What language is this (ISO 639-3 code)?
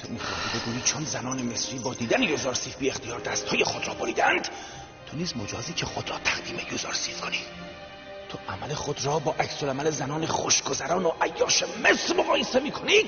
tgk